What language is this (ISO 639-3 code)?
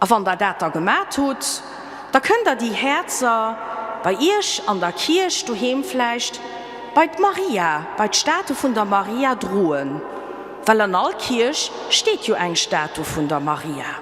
ltz